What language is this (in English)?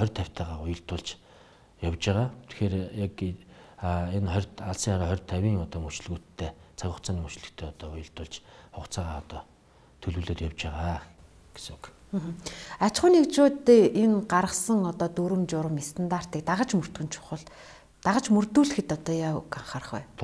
Mongolian